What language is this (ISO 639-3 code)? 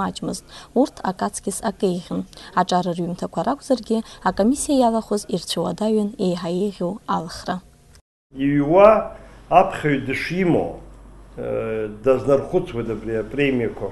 abk